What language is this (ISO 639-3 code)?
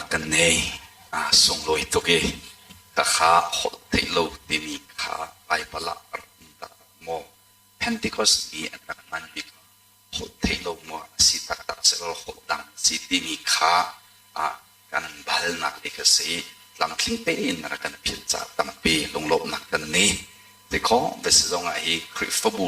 cnh